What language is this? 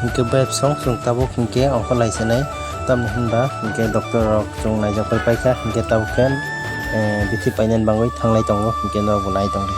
Kok Borok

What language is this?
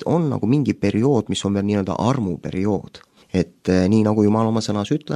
Estonian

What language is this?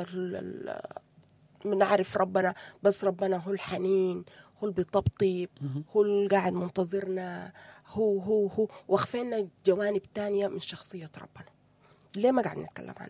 Sudanese Arabic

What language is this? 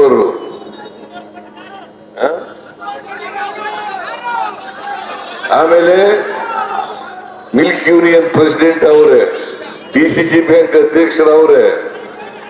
Kannada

